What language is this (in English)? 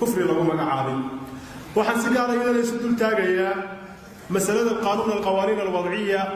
Somali